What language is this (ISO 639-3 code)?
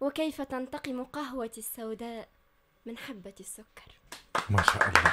aeb